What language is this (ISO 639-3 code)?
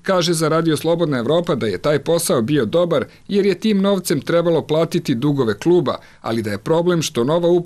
srp